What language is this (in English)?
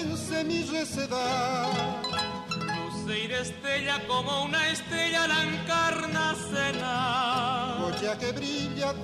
Guarani